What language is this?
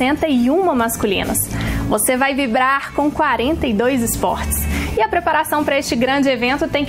Portuguese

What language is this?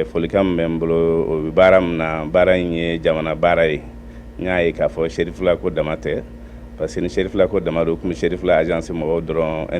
Bambara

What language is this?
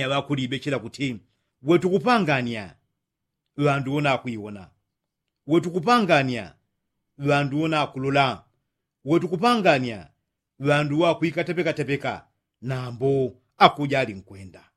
Yao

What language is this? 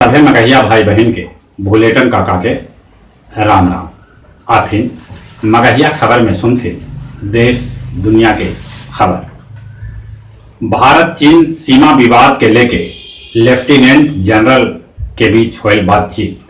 Magahi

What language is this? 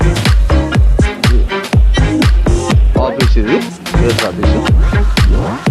Telugu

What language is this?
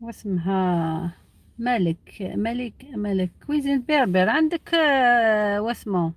Algerian Arabic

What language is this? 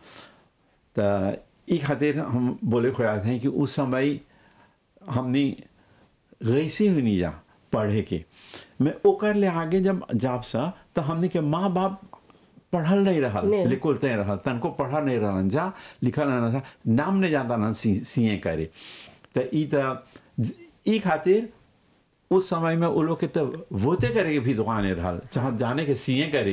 Bhojpuri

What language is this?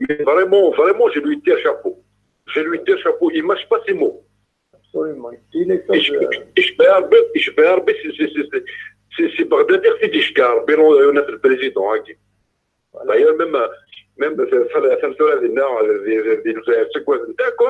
Kabyle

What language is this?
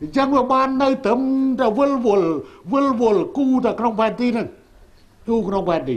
Khmer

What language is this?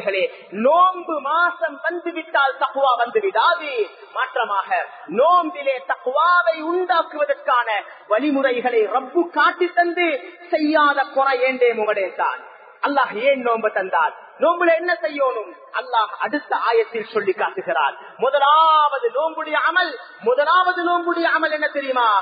Tamil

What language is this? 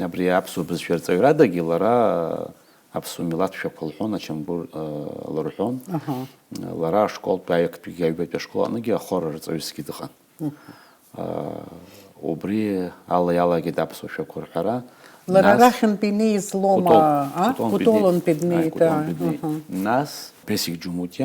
Abkhazian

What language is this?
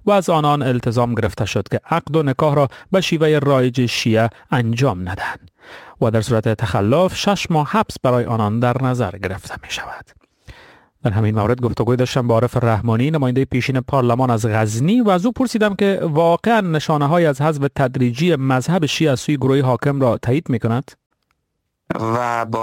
Persian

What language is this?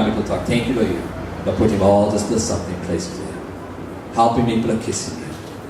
Tok Pisin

